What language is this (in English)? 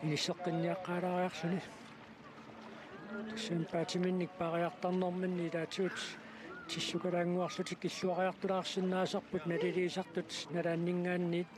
Kalaallisut